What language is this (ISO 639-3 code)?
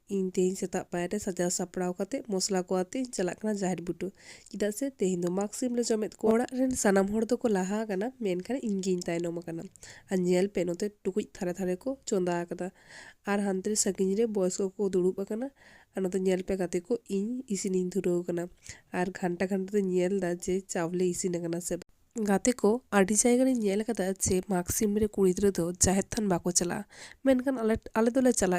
sat